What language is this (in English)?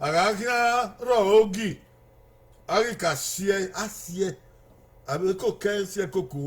Bini